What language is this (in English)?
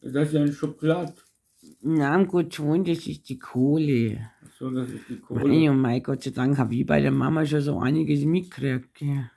Bavarian